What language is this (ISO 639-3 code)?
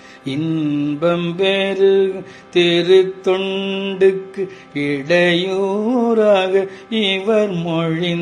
tam